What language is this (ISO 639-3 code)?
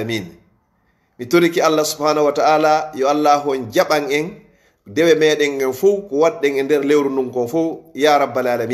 ful